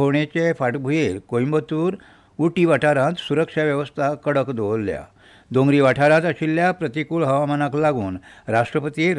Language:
Konkani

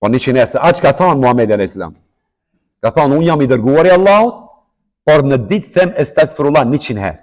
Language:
Albanian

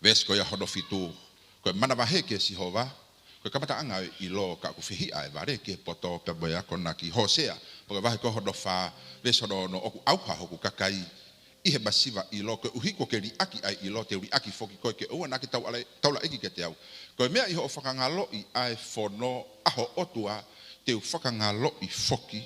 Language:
Tongan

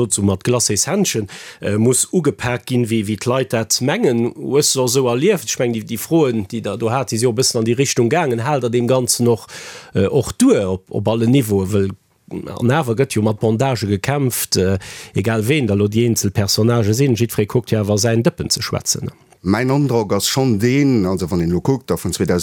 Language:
Luxembourgish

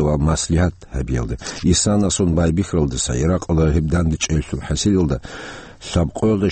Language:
Avaric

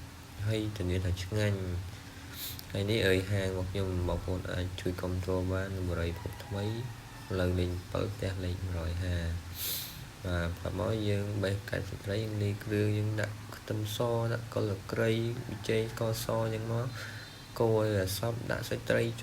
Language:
Khmer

